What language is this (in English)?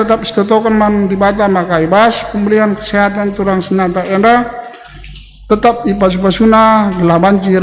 Batak Karo